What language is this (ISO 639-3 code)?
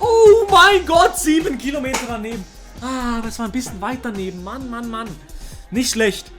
gsw